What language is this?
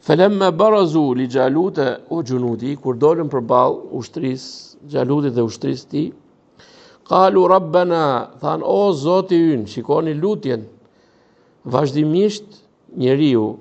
Albanian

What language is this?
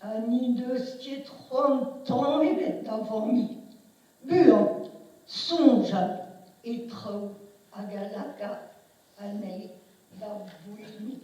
Breton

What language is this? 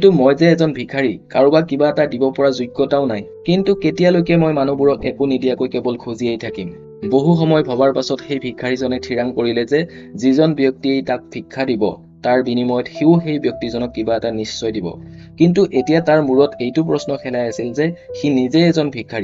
Assamese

